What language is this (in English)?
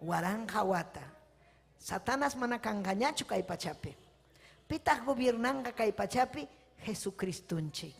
Ayacucho Quechua